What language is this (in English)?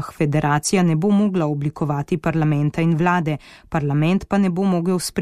Slovenian